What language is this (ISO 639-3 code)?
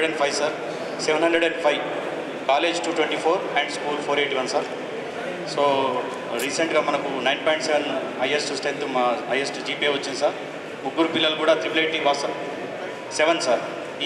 tel